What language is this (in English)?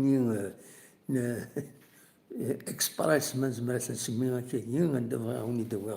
Kabyle